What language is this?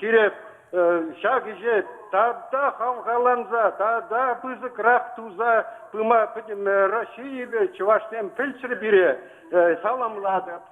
Chuvash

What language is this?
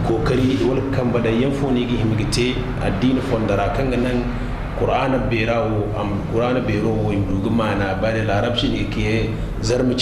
Zarma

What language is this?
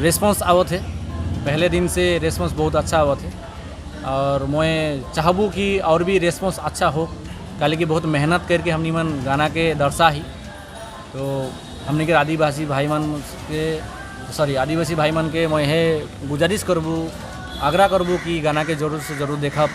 Sadri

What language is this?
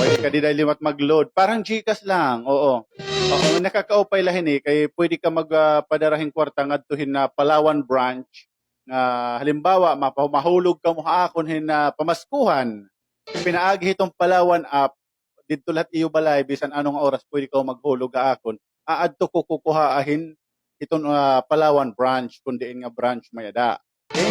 Waray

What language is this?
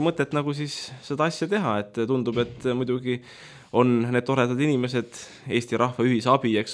Estonian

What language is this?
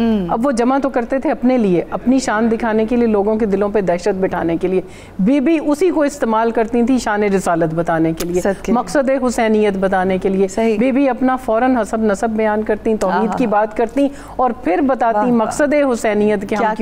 Urdu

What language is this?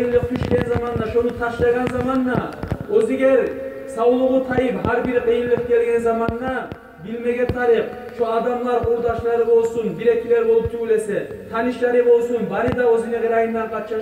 Kumyk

